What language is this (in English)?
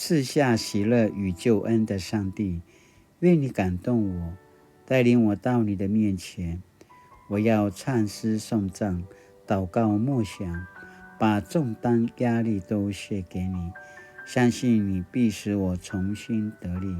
Paiwan